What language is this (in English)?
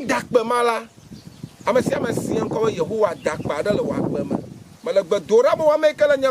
Ewe